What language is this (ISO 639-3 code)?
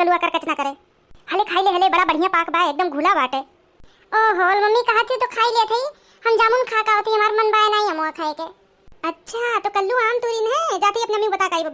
awa